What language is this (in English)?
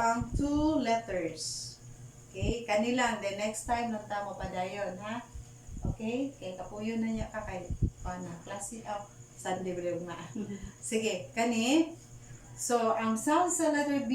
Cebuano